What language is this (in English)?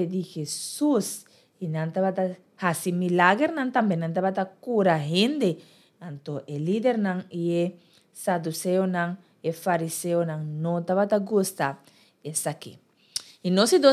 Papiamento